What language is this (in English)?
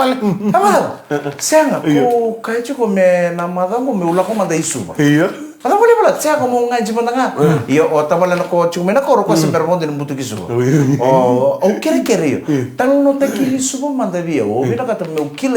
Fijian